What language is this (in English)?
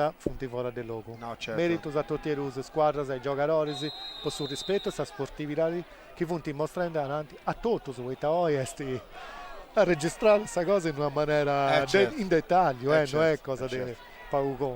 Sardinian